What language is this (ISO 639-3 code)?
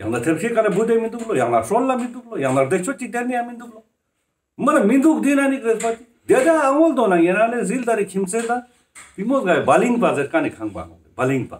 lbj